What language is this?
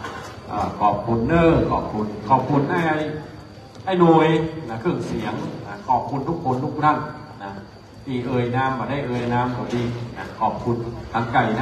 Thai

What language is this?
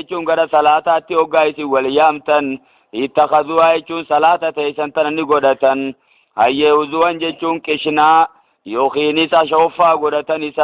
Oromo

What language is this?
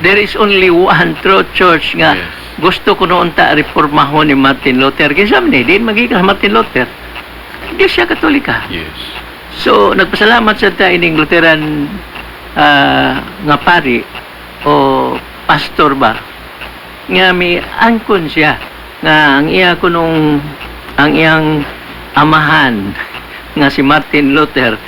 Cebuano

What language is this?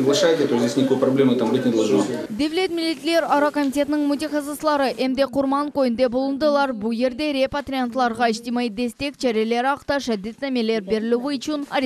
Crimean Tatar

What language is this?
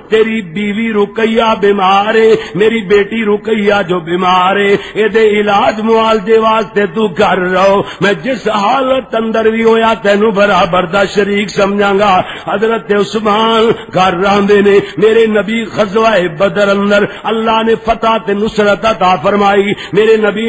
Western Panjabi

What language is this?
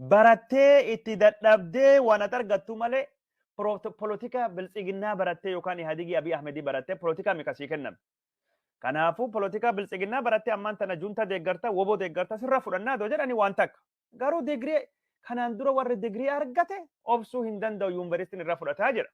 Oromo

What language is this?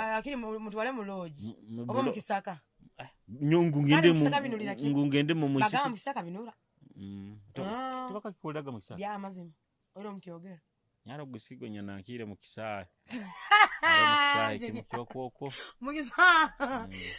Nyoro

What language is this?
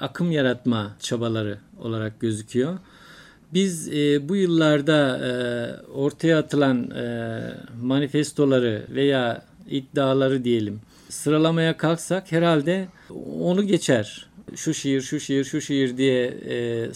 Turkish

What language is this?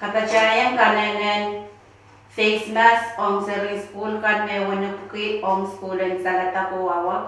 Pohnpeian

